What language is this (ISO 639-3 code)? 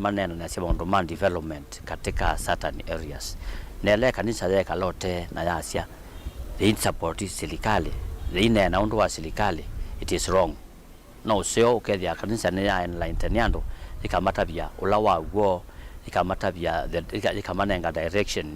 kam